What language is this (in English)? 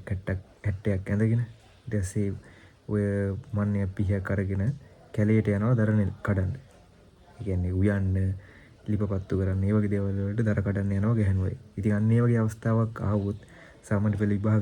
Sinhala